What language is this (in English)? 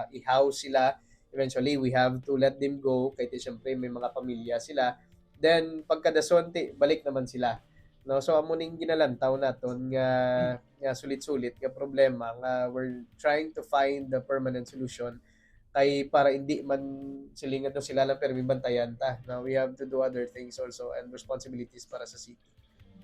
Hiligaynon